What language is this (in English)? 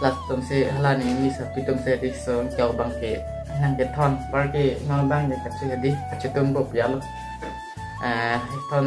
Karbi